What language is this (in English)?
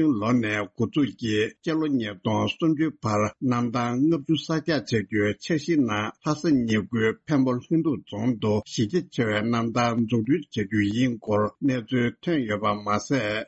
Tibetan